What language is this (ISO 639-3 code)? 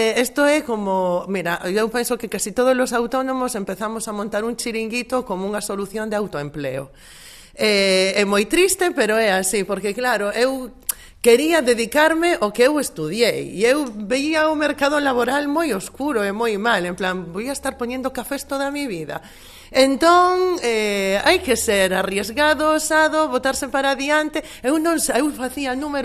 glg